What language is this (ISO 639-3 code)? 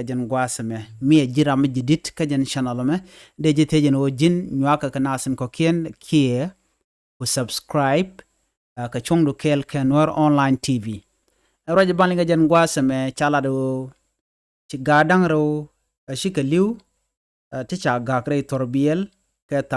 nus